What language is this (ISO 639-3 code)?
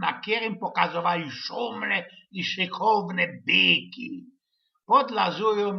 szl